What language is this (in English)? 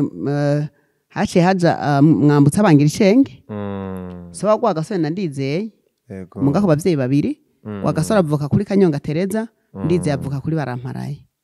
Rundi